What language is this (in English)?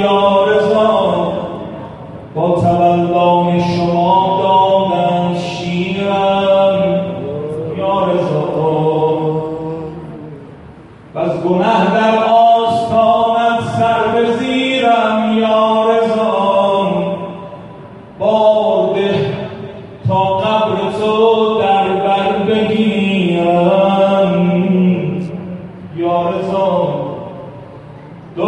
Persian